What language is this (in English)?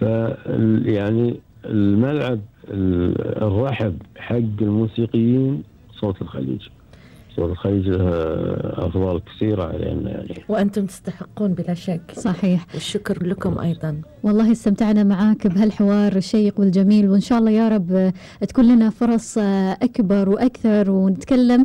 Gulf Arabic